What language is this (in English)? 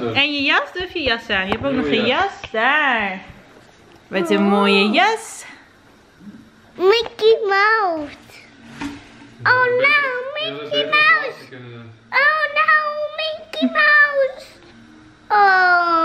Dutch